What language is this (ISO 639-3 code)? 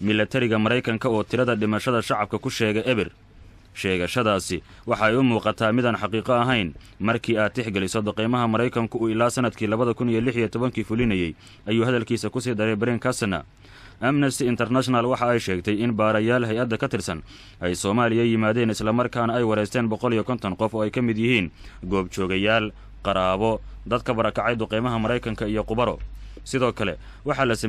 som